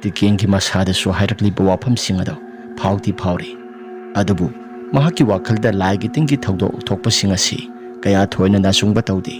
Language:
Manipuri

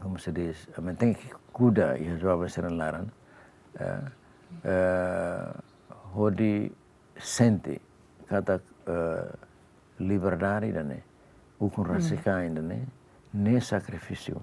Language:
Tetum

